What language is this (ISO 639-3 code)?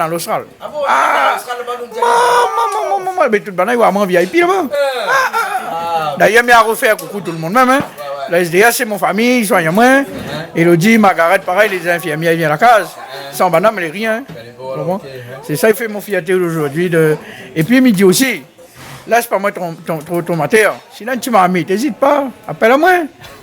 rcf